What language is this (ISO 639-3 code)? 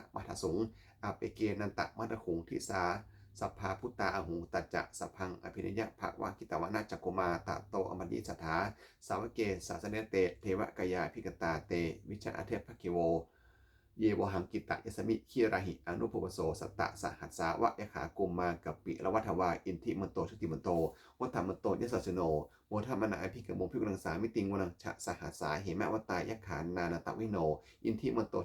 pli